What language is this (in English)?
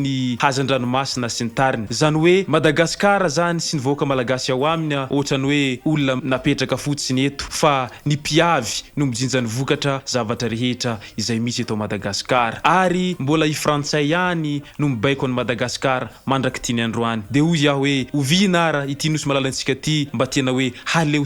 Malagasy